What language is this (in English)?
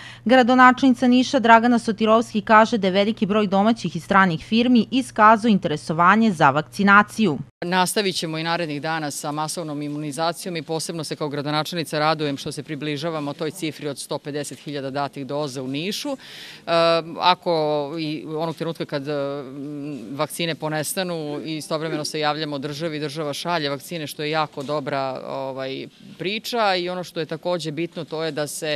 Serbian